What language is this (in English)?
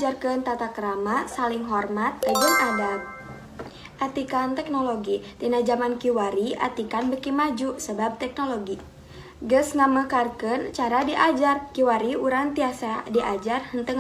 Sundanese